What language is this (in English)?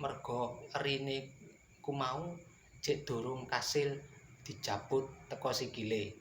Javanese